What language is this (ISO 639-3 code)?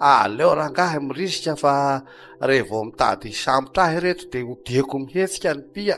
mlg